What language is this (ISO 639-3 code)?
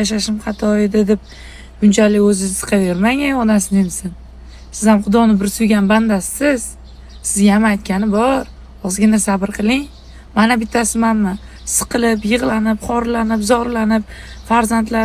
uzb